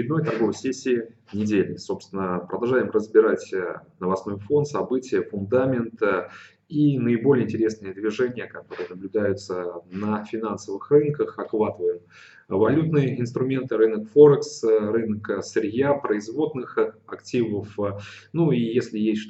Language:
Russian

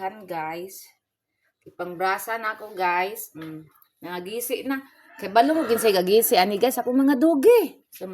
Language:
Cebuano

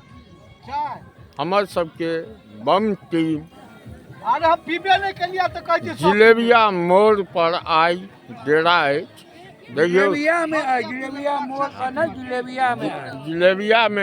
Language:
Maithili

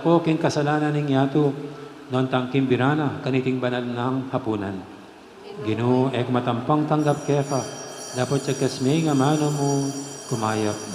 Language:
Pampanga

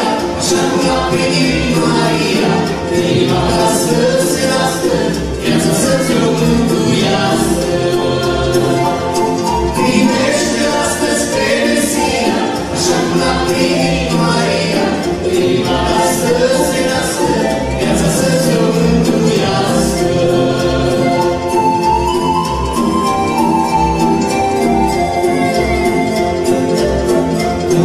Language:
Romanian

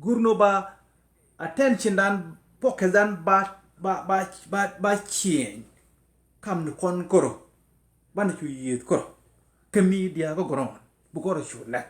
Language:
Nuer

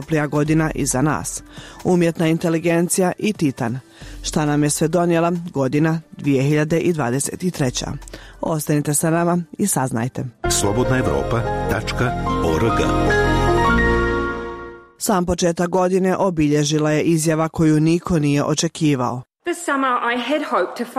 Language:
Bosnian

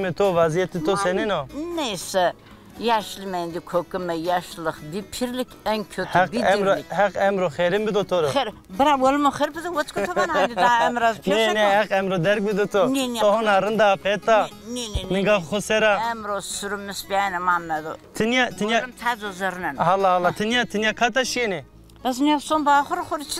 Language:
Zaza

